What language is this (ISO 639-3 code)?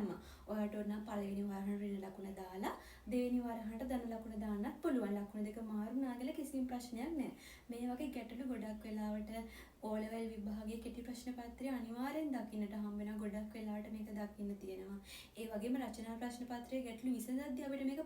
sin